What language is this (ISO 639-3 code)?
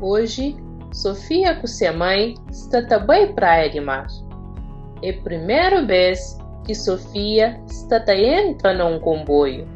kea